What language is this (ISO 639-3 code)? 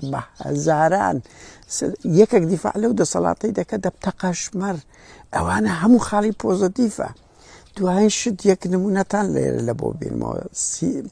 ckb